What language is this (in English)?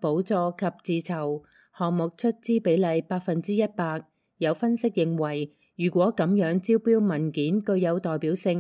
Cantonese